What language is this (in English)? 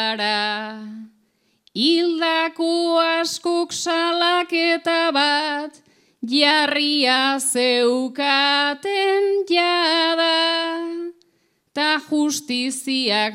Basque